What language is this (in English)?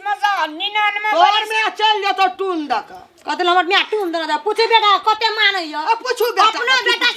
Maithili